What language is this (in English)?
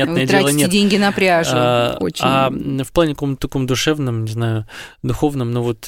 Russian